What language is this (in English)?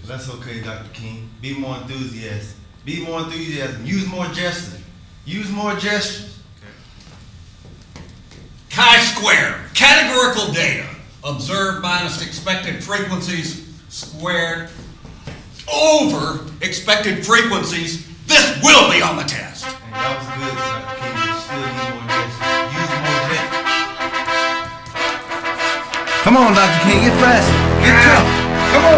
English